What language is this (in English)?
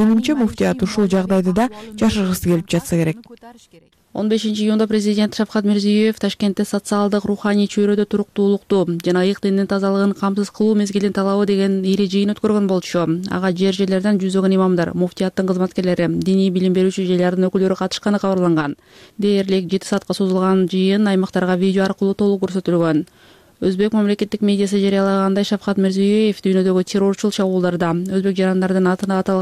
Kyrgyz